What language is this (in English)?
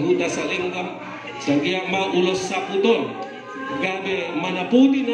Batak Toba